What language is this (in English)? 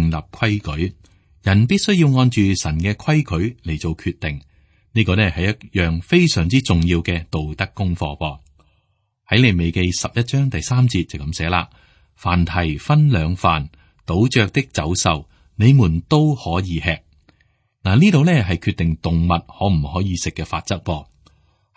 Cantonese